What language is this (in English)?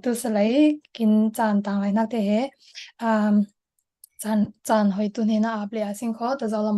Falam Chin